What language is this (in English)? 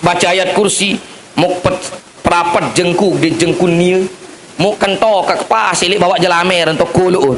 Sasak